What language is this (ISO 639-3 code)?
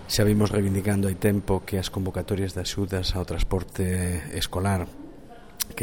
glg